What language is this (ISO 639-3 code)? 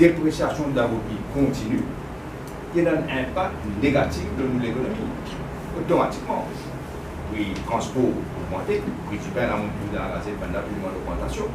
mfe